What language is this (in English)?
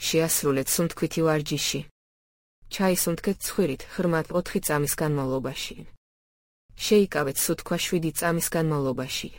Georgian